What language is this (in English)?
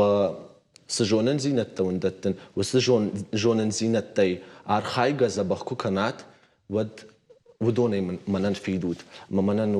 Ossetic